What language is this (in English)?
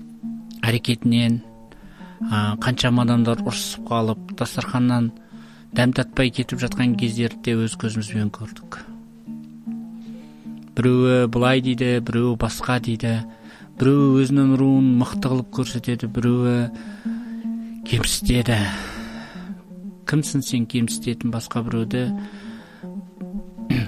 Kazakh